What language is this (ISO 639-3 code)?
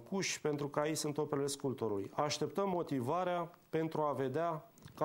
ron